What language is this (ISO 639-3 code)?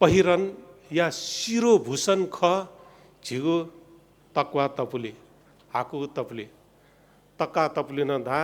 new